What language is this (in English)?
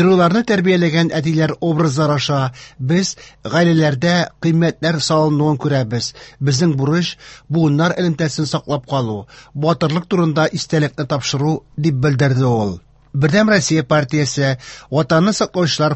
Tatar